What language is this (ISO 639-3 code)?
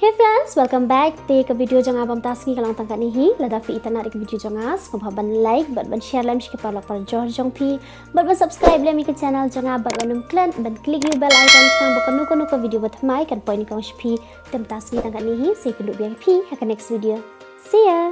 kha